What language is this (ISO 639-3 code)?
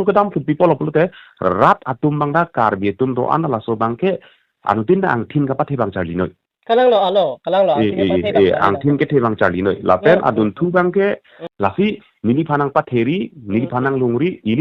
mjw